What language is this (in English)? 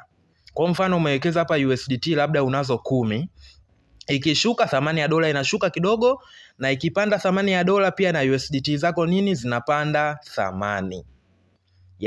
Swahili